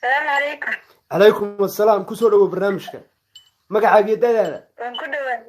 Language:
Somali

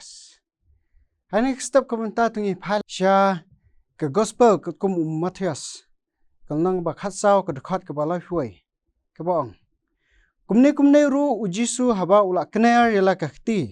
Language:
Khasi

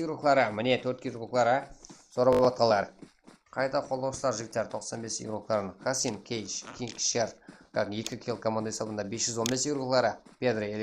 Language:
Kara-Kalpak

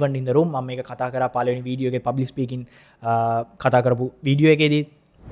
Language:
Sinhala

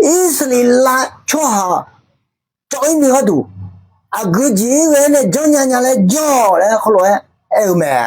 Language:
Akha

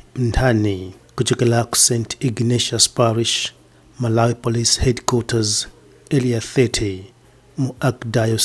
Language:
Nyanja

